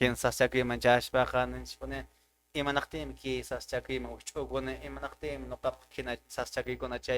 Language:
Quechua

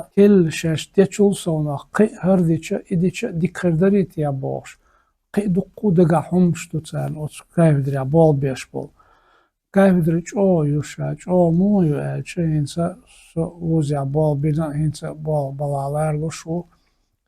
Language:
Chechen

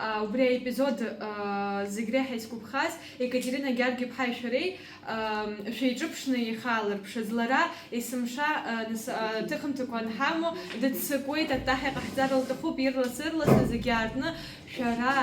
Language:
Abkhazian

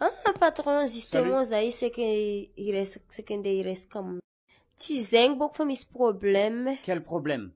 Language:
Malagasy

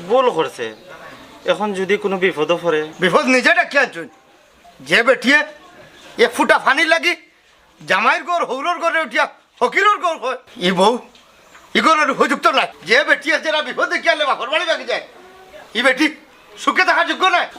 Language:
Sylheti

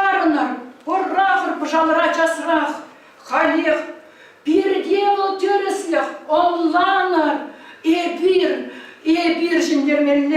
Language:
Chuvash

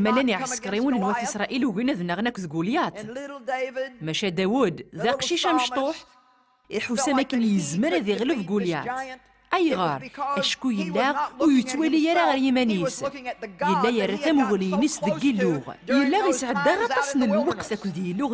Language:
Kabyle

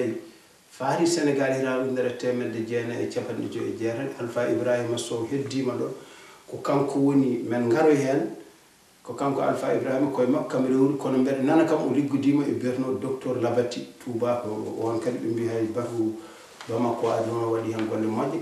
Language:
Fula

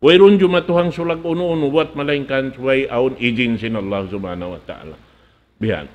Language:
Tausug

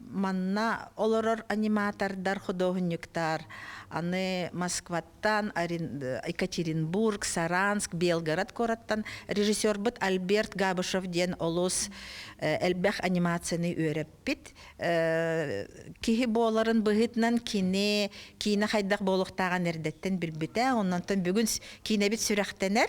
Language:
Yakut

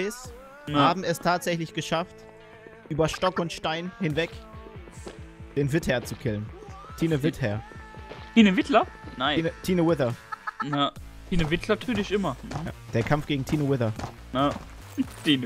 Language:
German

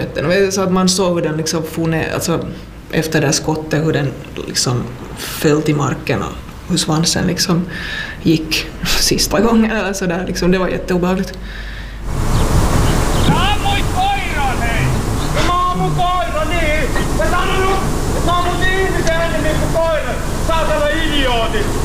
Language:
Swedish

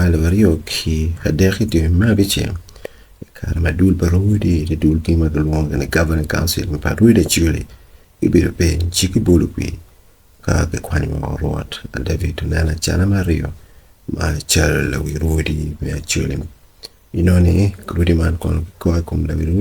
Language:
Acoli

